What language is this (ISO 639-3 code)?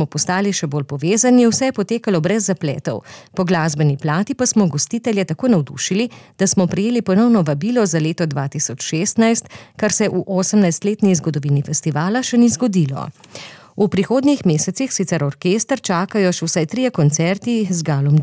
slv